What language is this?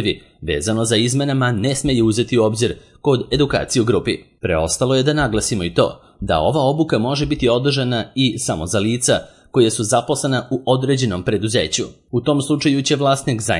Serbian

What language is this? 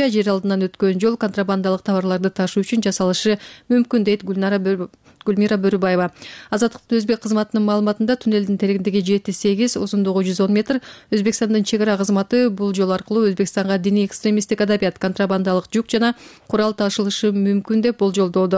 Kyrgyz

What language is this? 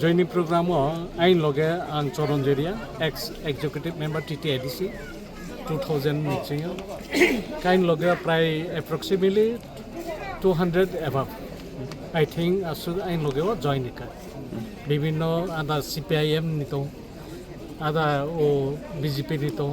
Kok Borok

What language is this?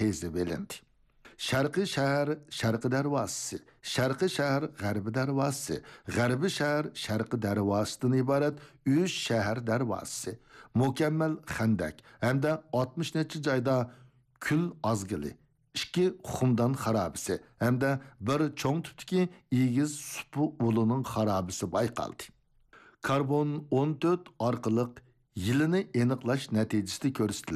Uyghur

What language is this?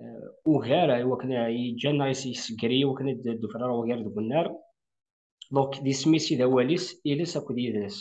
Kabyle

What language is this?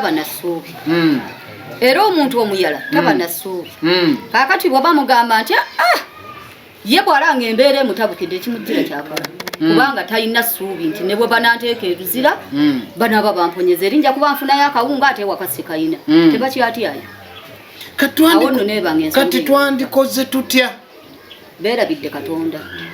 Ganda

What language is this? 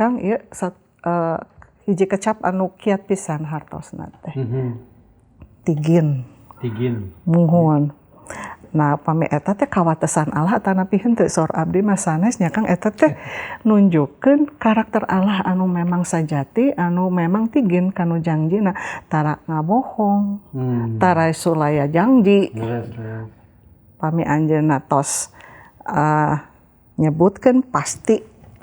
Sundanese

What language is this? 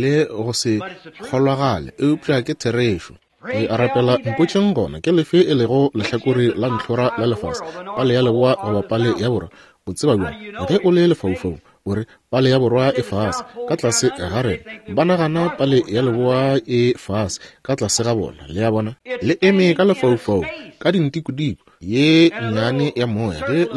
Northern Sotho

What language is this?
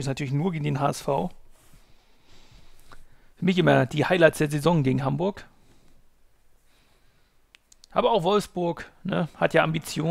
German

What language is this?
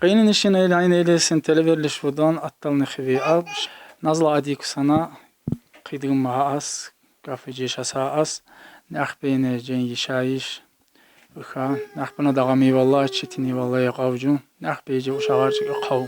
Tsakhur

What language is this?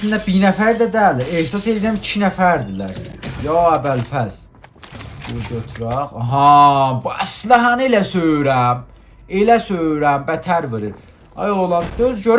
South Azerbaijani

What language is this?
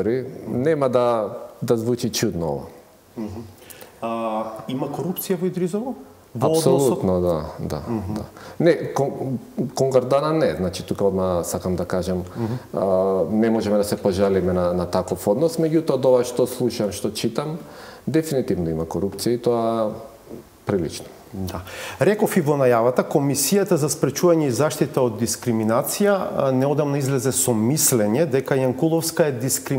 Macedonian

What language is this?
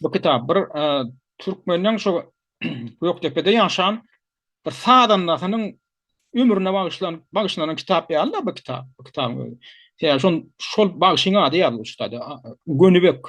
Turkmen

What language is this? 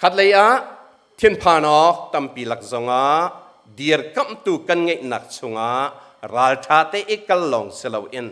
Hakha Chin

